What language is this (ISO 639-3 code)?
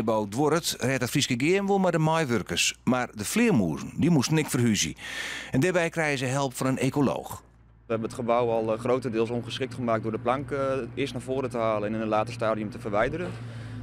fry